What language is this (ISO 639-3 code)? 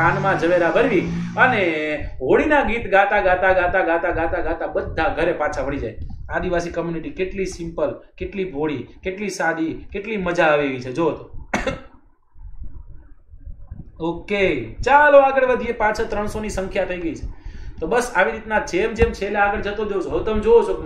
guj